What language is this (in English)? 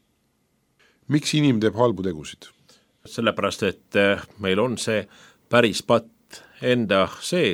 Estonian